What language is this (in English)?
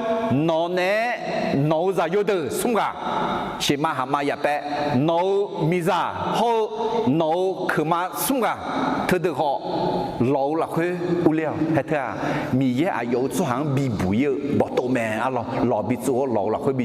Akha